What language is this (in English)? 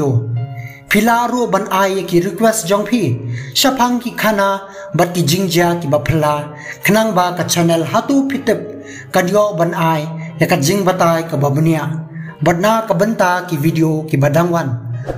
Khasi